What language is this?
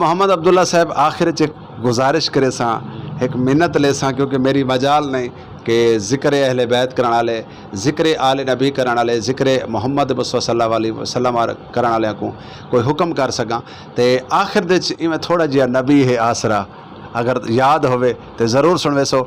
Saraiki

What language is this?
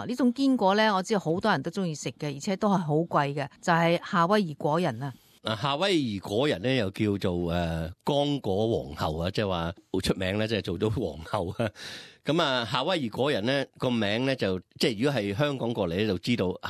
Cantonese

